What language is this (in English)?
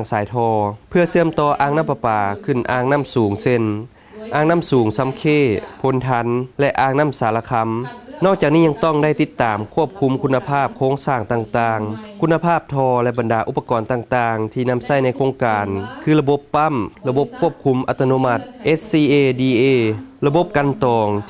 Lao